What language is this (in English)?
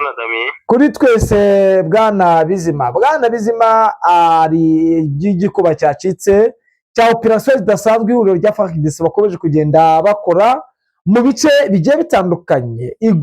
Kinyarwanda